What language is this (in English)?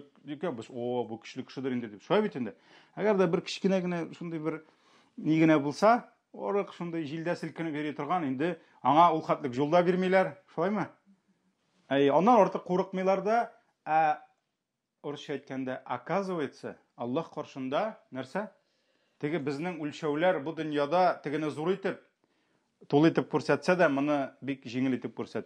Tatar